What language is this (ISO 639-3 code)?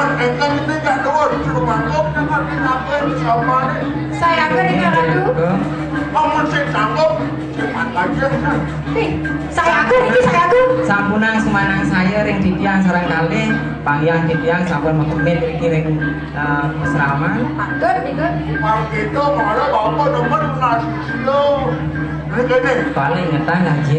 ban